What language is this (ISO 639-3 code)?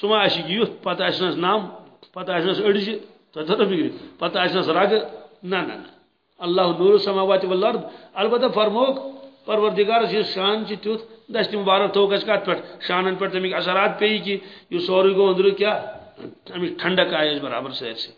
kas